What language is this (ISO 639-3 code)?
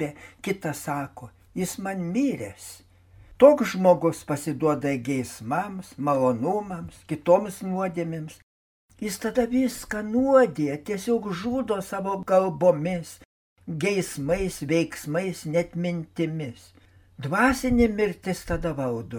lit